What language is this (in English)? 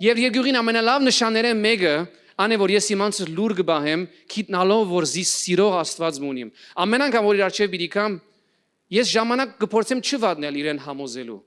Western Armenian